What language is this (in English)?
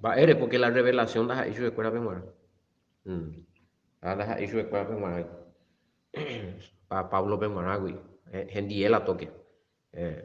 Guarani